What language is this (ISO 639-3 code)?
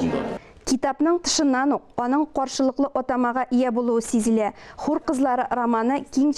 tat